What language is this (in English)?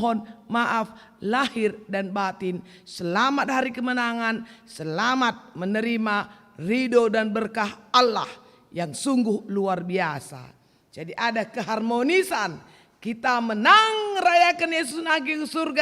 Batak Karo